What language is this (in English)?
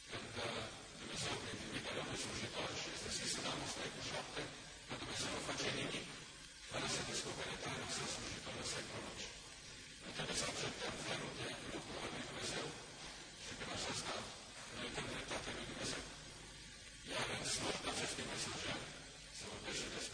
Romanian